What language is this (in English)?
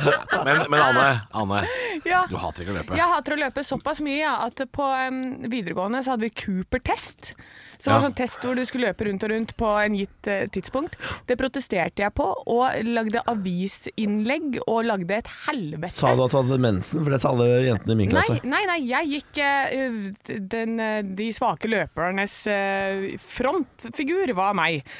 Norwegian